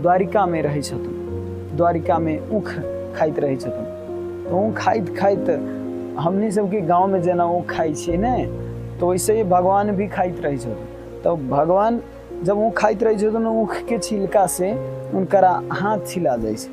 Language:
Maithili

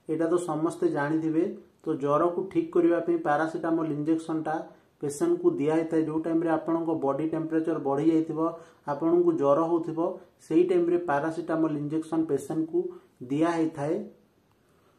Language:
Odia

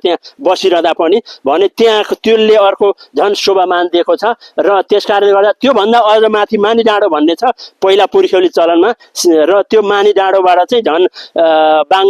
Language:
Nepali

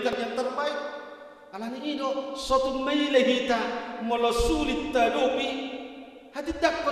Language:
Batak Toba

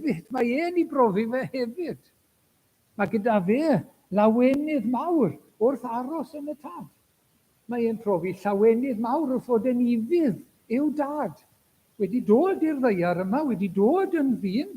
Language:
Welsh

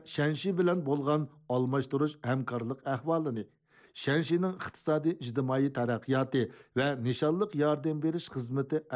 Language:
Uyghur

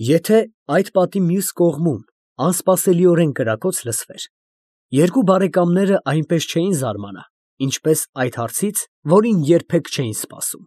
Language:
Armenian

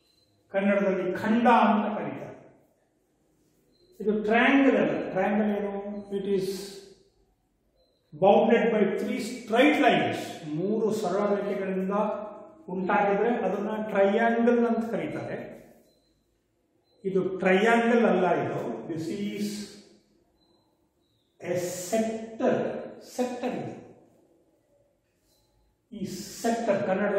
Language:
Kannada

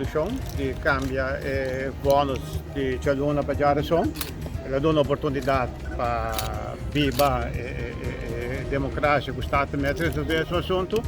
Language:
Papiamento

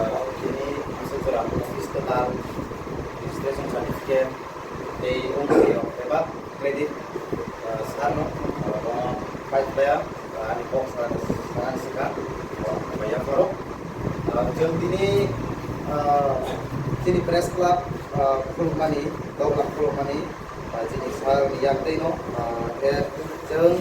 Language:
Kok Borok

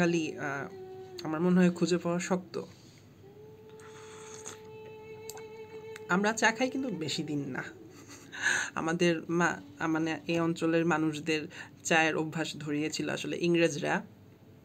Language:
Bangla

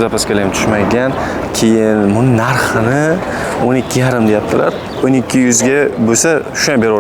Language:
Uzbek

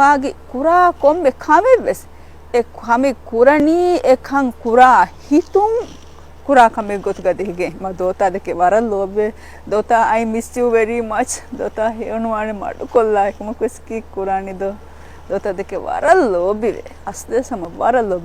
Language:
Divehi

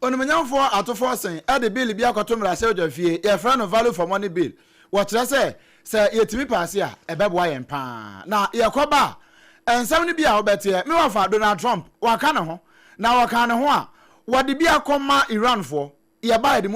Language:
Akan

